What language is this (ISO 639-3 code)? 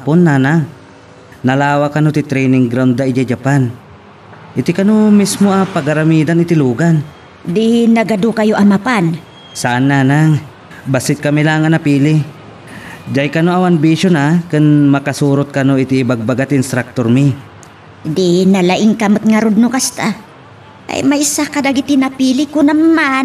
ilo